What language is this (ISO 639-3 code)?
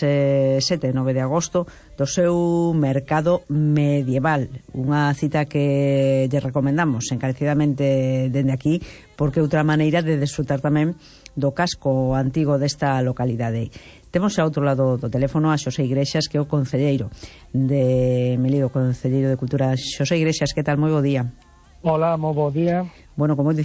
glg